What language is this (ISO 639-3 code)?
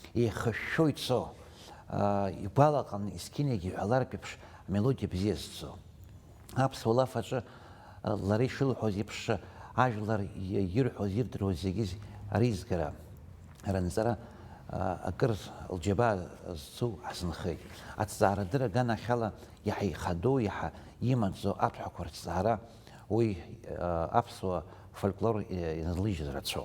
abk